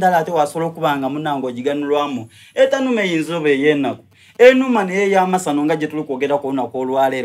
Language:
Soga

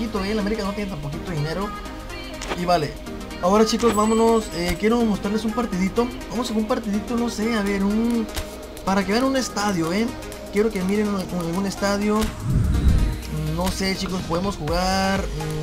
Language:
Spanish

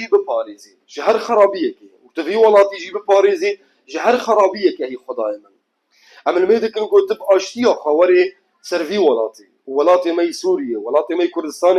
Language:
Kurdish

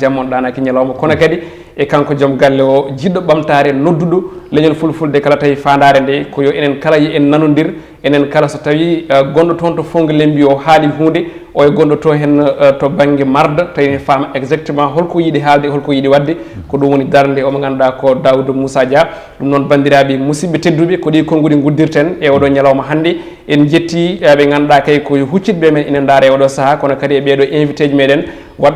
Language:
Fula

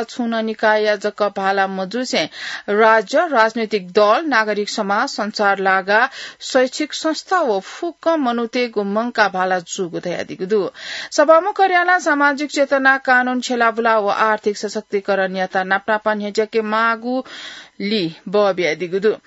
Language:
Newari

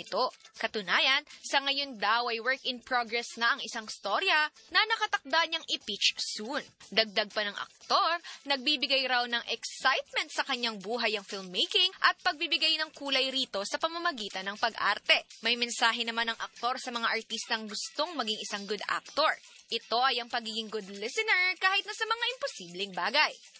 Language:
Filipino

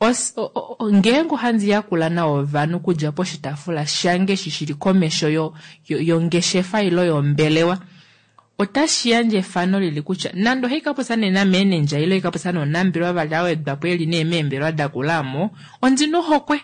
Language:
Kuanyama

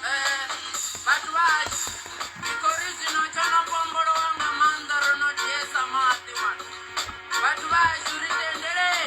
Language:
Venda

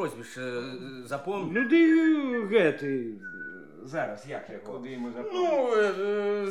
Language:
Belarusian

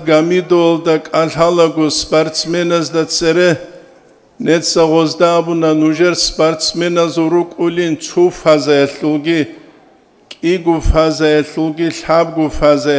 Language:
Avaric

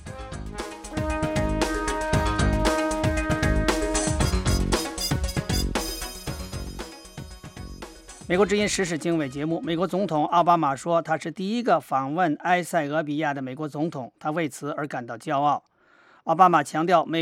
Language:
Chinese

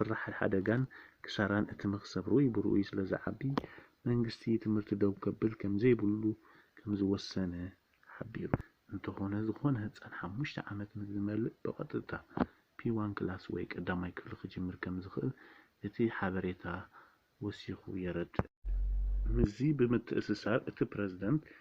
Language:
Tigrinya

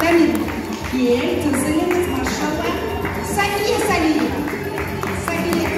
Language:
Crimean Tatar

